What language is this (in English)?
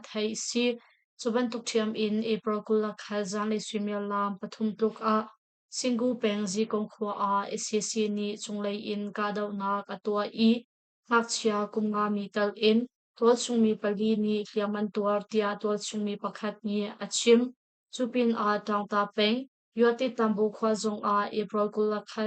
Hakha Chin